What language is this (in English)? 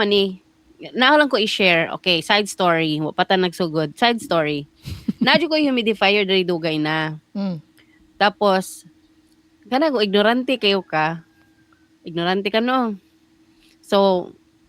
Cebuano